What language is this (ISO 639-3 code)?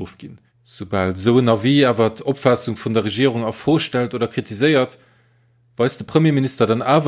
ltz